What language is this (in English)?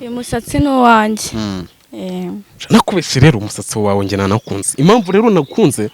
Kinyarwanda